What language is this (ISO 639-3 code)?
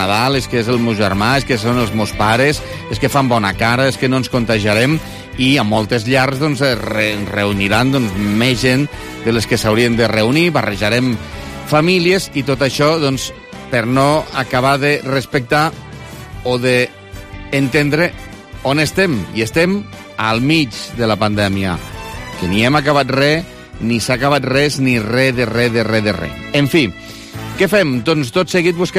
cat